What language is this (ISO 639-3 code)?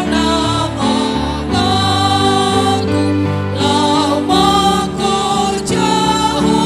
bts